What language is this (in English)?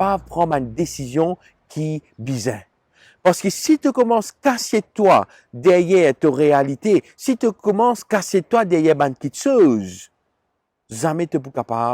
Morisyen